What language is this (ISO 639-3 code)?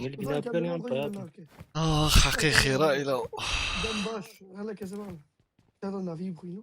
kur